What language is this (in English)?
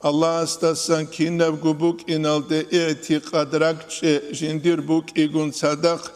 Avaric